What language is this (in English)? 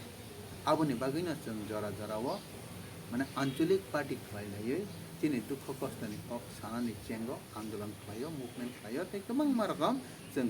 Kok Borok